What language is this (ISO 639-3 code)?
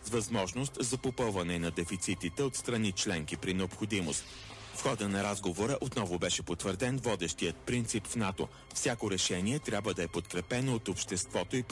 bul